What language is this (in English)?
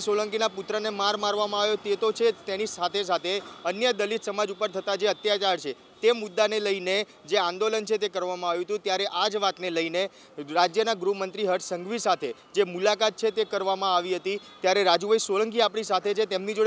Gujarati